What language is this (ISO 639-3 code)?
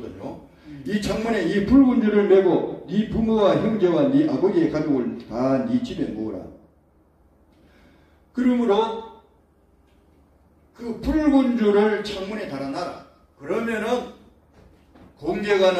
kor